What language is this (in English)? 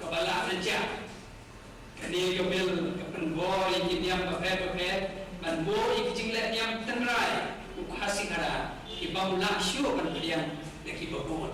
Khasi